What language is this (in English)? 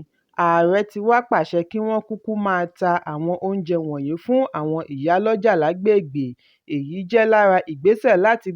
Yoruba